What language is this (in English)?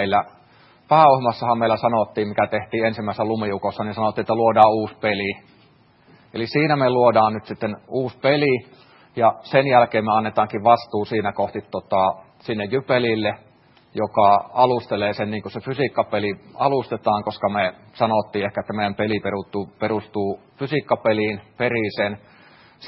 Finnish